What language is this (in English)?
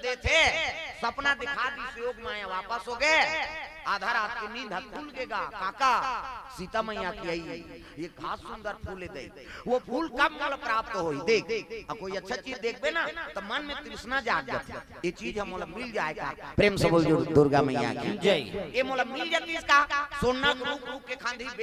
Chhattisgarhi